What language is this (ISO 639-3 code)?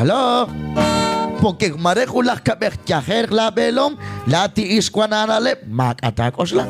kek